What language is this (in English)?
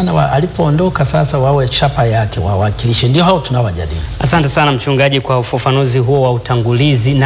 Swahili